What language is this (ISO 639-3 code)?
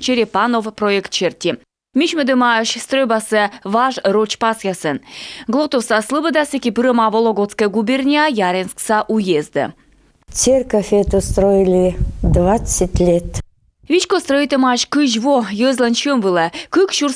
kom